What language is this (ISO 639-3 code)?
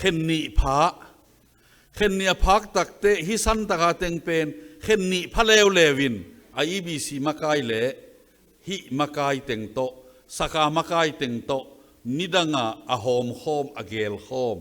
ctd